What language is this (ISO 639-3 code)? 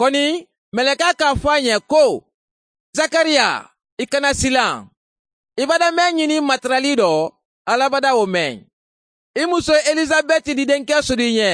man